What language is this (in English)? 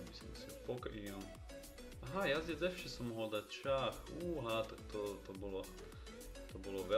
Slovak